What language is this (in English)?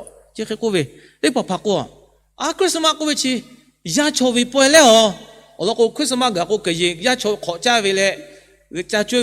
Lahu